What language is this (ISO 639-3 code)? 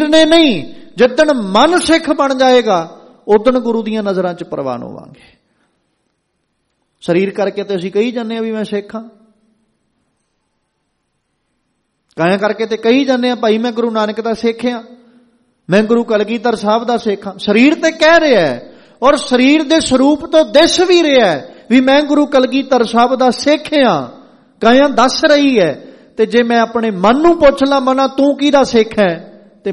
pan